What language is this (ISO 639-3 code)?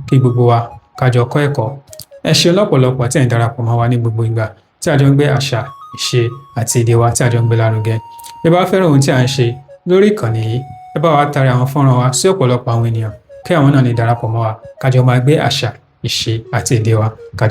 yor